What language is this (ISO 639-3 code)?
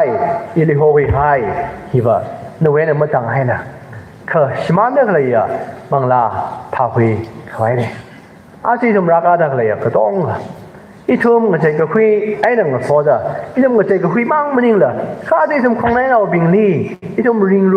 nmf